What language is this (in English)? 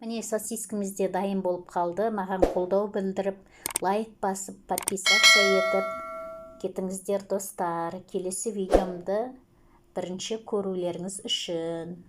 Kazakh